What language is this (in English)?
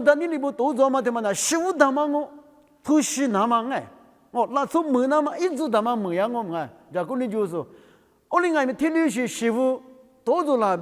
Lisu